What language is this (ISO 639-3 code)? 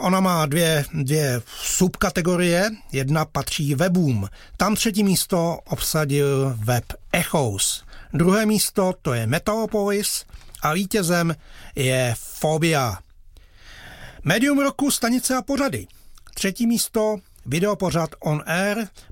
ces